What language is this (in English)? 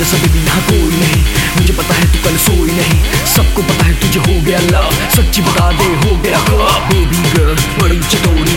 Hindi